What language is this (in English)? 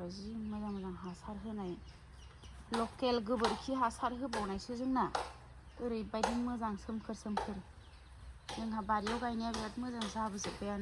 Bodo